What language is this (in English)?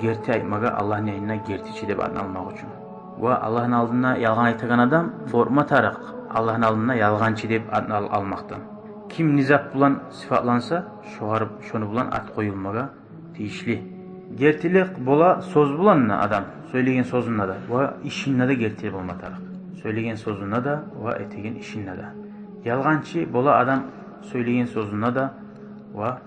Kumyk